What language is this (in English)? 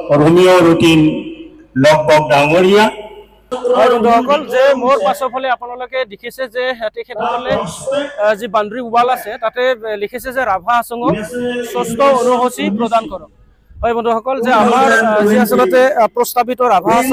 Assamese